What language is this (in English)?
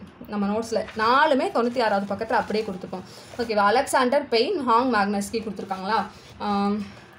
Tamil